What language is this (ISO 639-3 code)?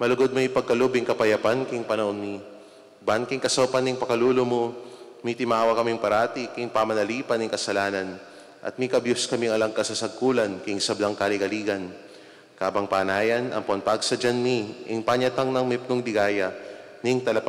pam